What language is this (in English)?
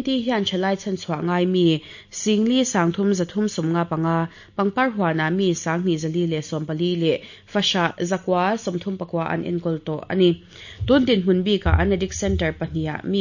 Mizo